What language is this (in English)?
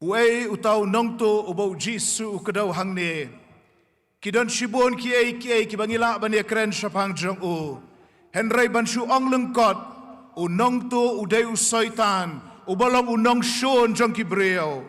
Khasi